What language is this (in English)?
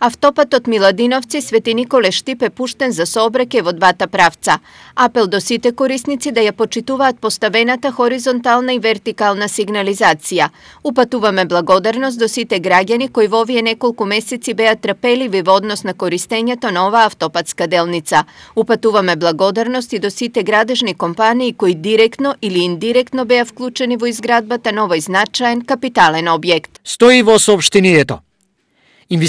Macedonian